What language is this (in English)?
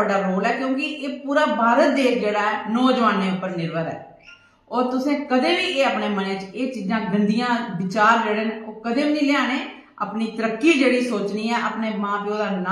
Dogri